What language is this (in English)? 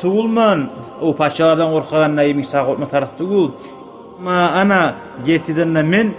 Kumyk